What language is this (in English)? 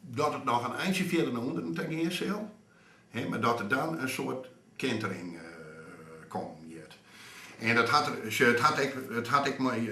Western Frisian